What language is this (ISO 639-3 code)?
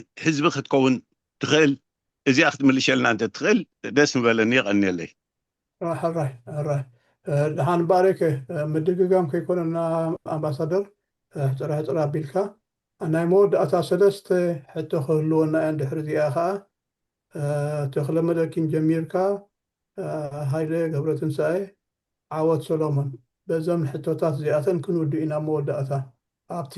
tir